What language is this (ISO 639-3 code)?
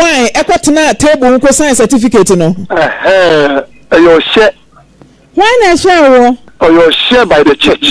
aka